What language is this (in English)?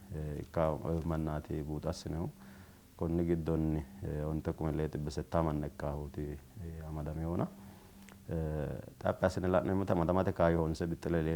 Sidamo